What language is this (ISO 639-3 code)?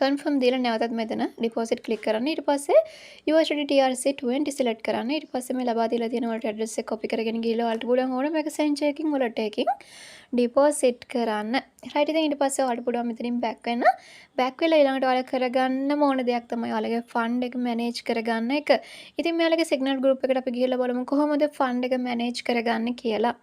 sin